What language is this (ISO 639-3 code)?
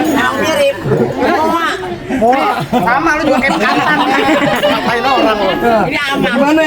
bew